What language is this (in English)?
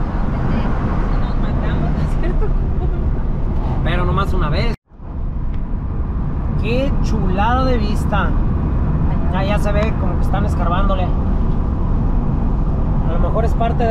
Spanish